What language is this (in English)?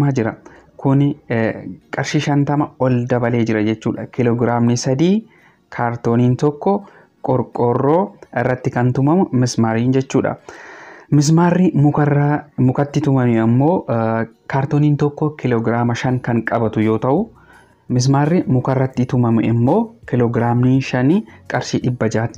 Oromo